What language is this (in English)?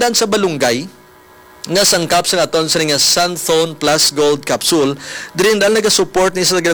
Hiligaynon